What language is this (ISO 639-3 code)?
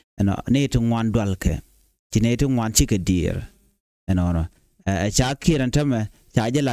nus